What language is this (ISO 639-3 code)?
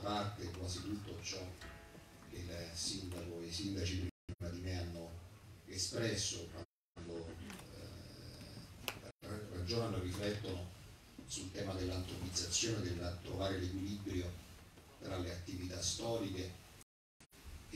ita